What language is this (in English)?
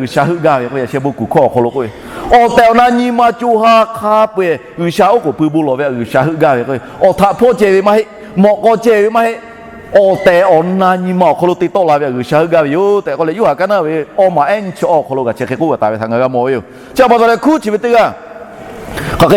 Lahu